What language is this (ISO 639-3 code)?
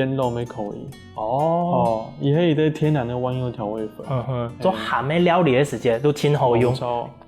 hak